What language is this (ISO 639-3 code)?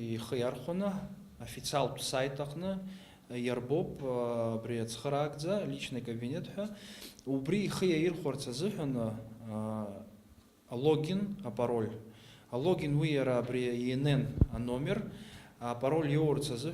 abk